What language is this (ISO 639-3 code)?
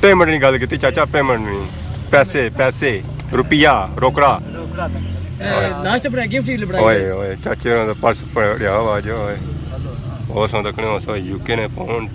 phr